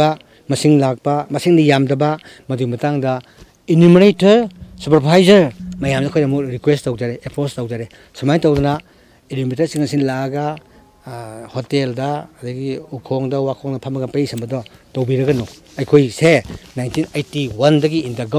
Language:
Manipuri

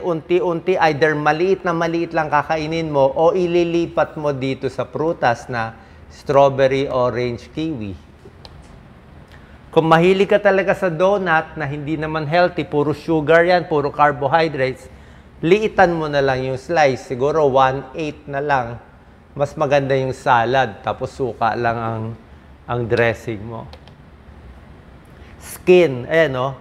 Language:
Filipino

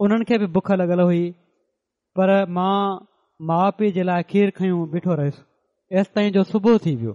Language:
Sindhi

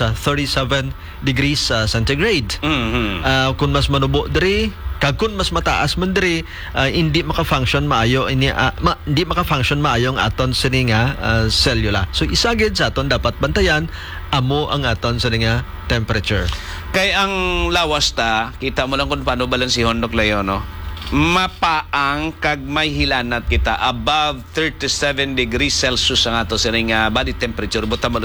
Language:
Hiligaynon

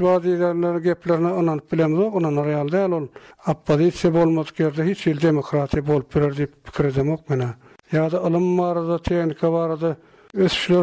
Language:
Turkmen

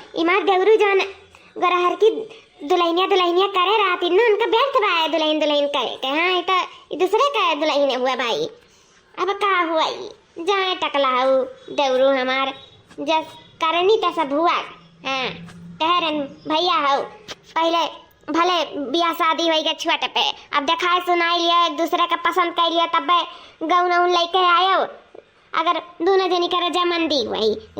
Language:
Awadhi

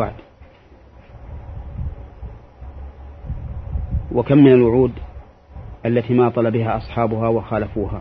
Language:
Arabic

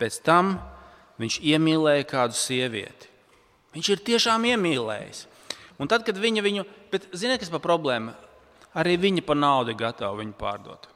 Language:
Latvian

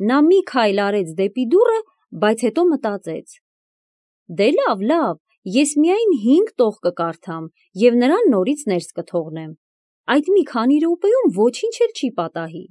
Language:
Armenian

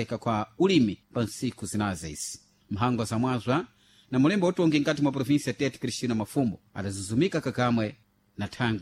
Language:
Sena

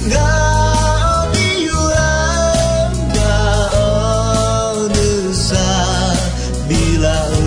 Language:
Akha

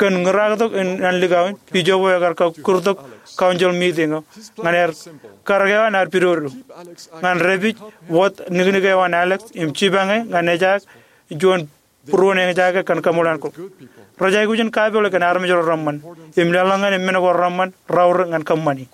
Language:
Marshallese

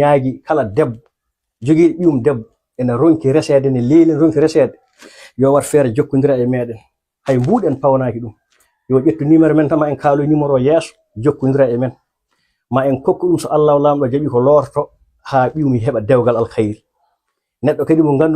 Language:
Fula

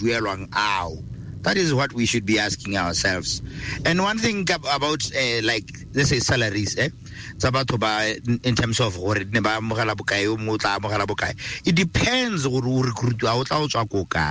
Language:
Tswana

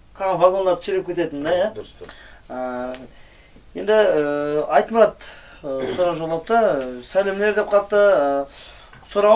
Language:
Kara-Kalpak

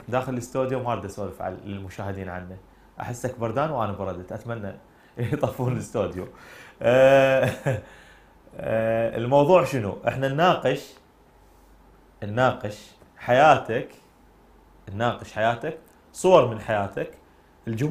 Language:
Mesopotamian Arabic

